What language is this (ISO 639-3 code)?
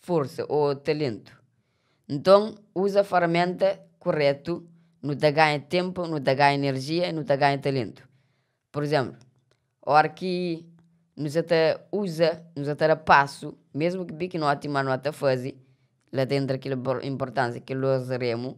kea